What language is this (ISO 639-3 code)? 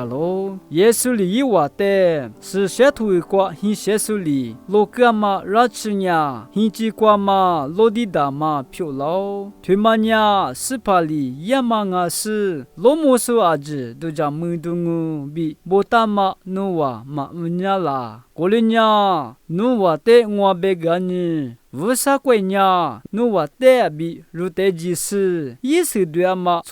lis